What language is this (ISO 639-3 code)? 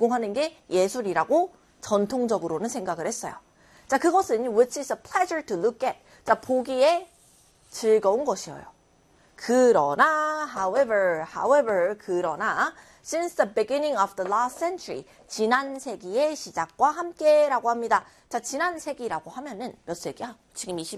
kor